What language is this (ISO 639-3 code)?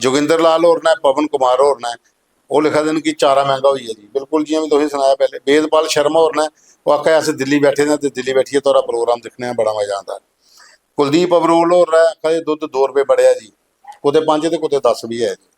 doi